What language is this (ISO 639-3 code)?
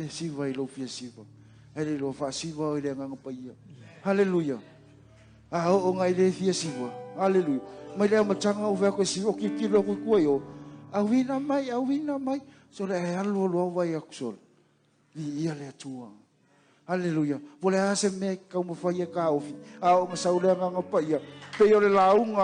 smo